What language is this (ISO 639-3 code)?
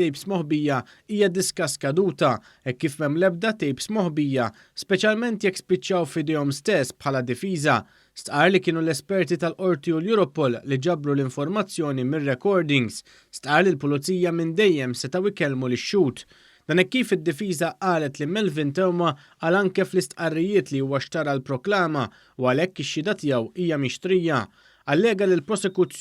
mlt